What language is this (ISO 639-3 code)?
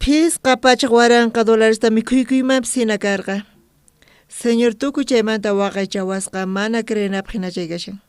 quh